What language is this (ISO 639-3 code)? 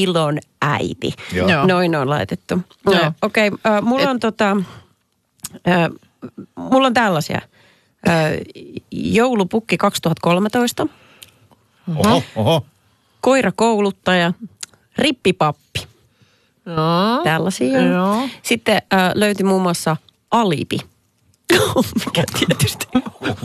fin